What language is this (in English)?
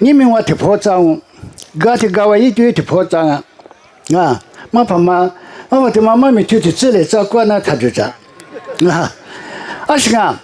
Lisu